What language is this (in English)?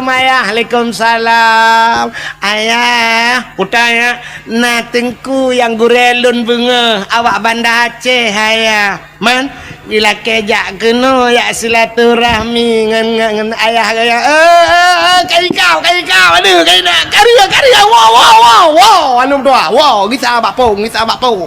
Achinese